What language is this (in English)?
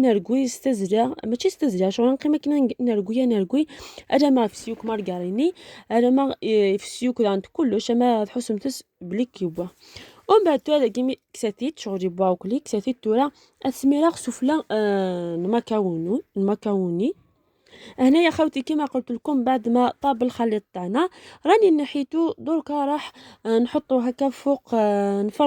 Algerian Arabic